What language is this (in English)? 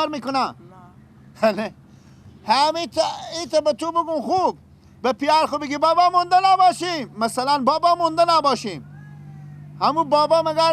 Persian